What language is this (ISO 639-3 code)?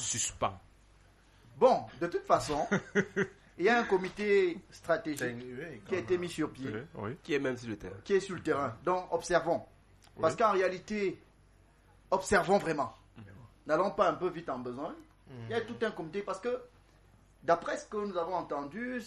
fra